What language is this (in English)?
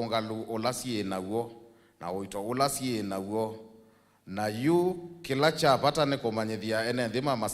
Kamba